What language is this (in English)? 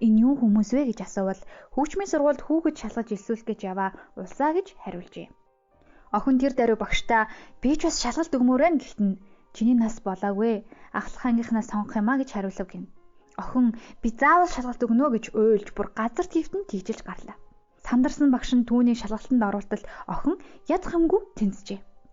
Mongolian